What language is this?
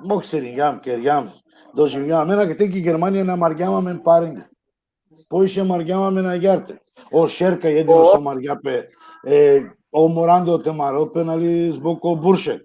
Balkan Romani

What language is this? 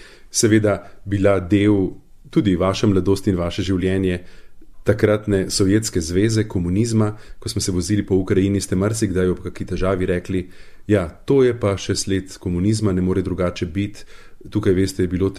Slovenian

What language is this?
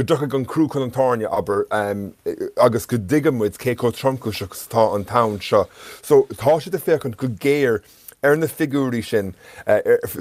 Irish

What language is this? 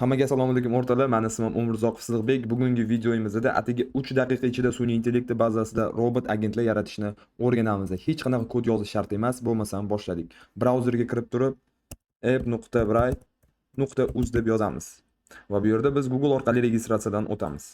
Uzbek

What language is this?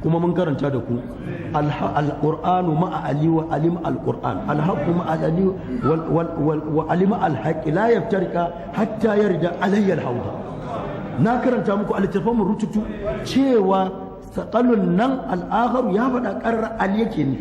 Hausa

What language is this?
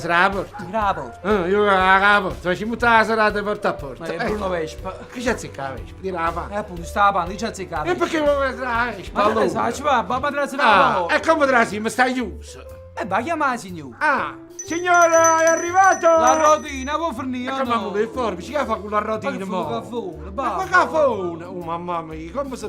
Neapolitan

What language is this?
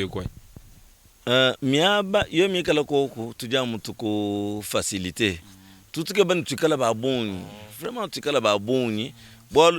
Luba-Lulua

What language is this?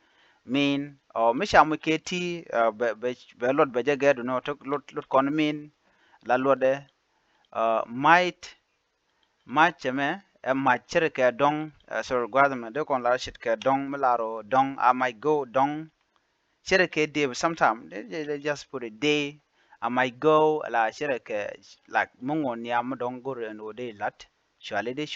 Nuer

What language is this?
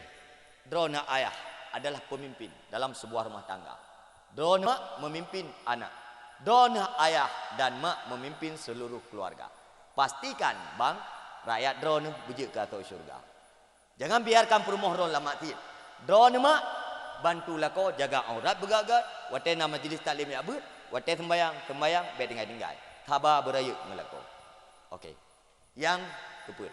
Achinese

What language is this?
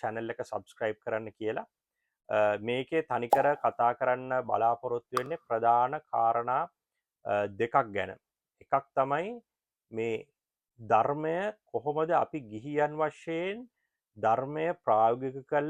Sinhala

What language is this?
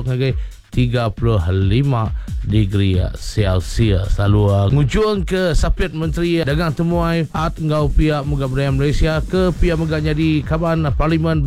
Iban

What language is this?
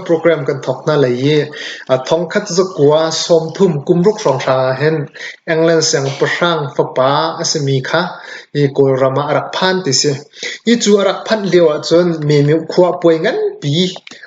Hakha Chin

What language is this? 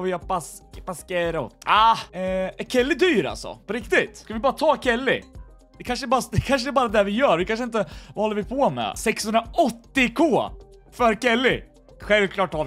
Swedish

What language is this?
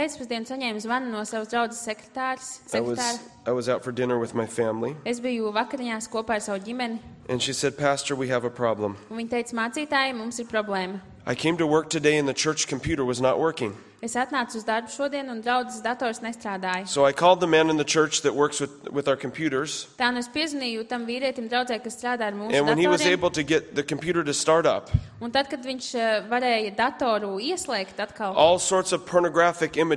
Latvian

